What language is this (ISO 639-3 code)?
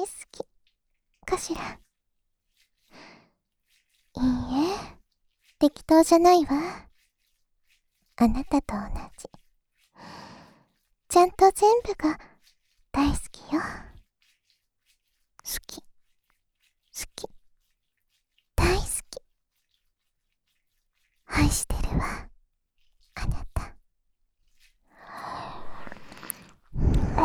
jpn